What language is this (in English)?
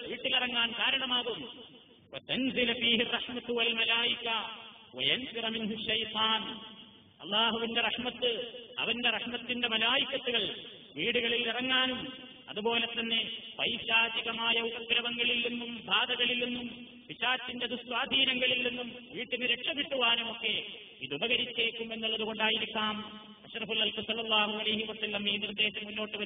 Malayalam